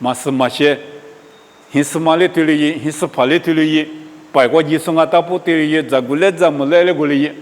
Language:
Lisu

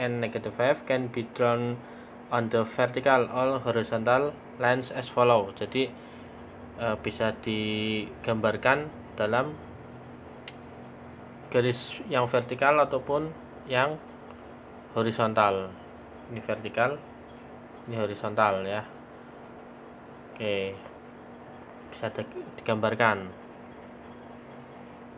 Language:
Indonesian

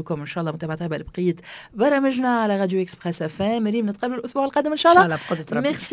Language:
Tunisian Arabic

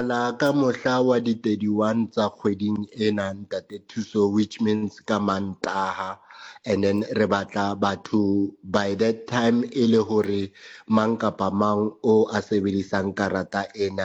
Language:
Southern Sotho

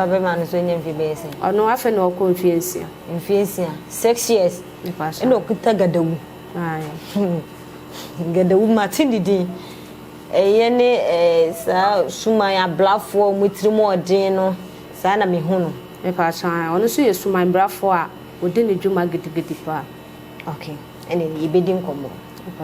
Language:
Akan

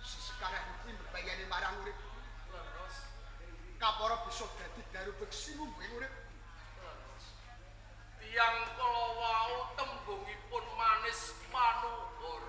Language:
Javanese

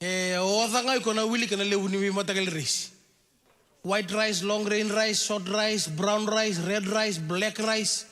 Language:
Fijian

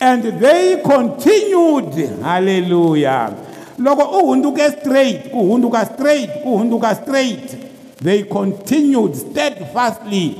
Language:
Tsonga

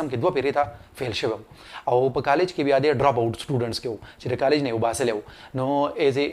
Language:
Pashto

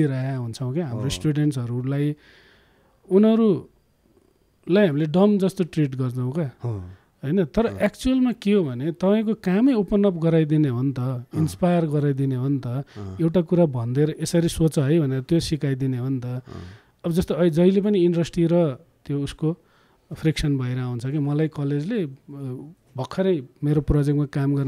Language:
Nepali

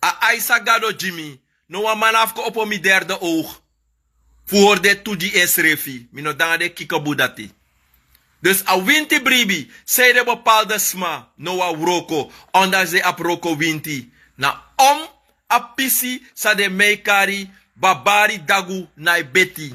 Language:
Sranan Tongo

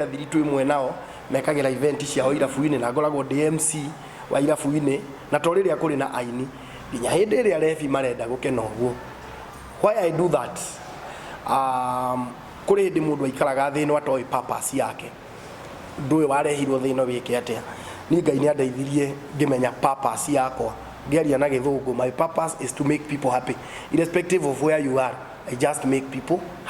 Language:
Kikuyu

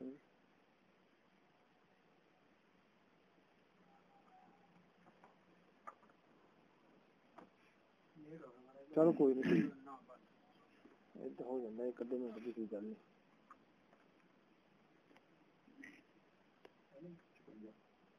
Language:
Hindi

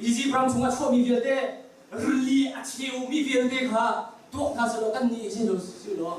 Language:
Hakha Chin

